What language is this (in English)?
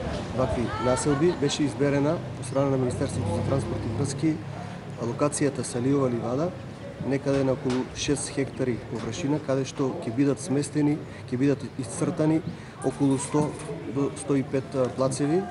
Macedonian